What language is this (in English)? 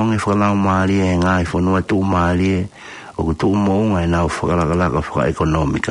Tongan